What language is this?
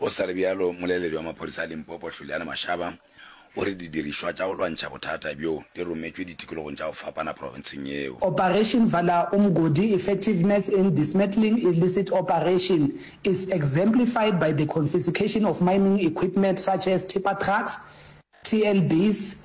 Northern Sotho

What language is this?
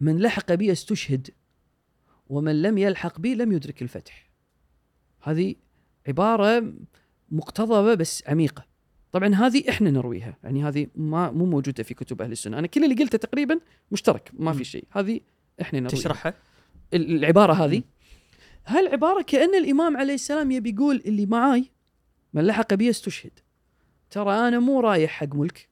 Gulf Arabic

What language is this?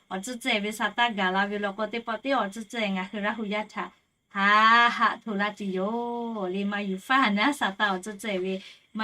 Lahu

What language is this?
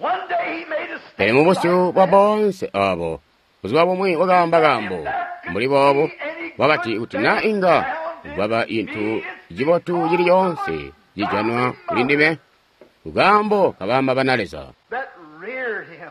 Tonga (Zambia)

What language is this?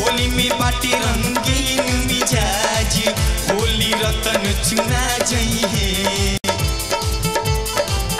Bhojpuri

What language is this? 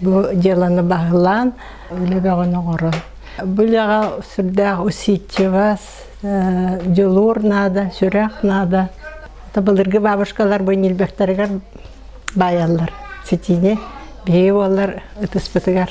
Yakut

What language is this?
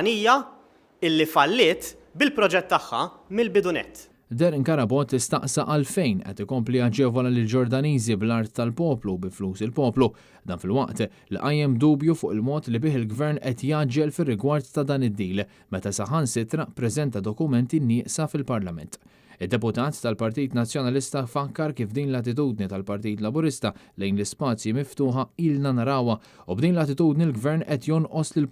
Maltese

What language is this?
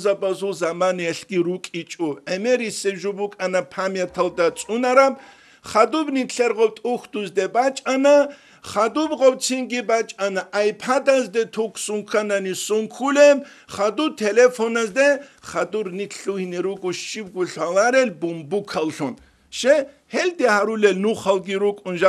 Avaric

